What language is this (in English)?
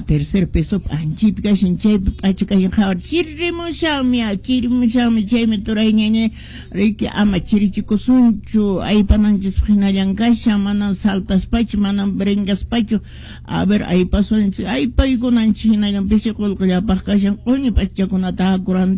Quechua